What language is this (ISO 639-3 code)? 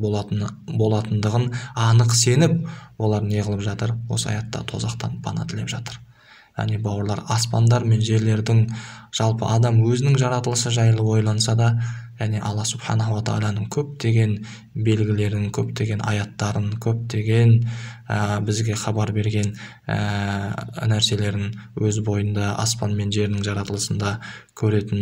kaz